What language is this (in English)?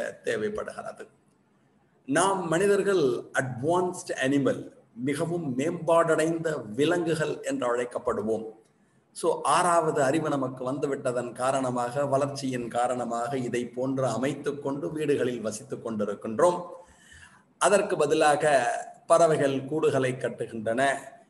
Tamil